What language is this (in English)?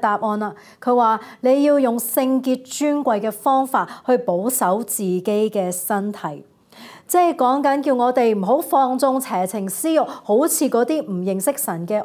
Cantonese